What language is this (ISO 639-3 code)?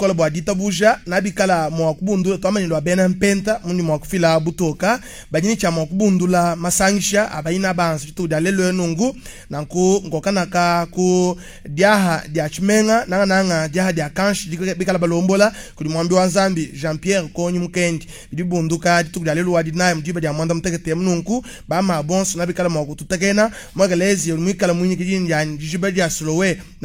lua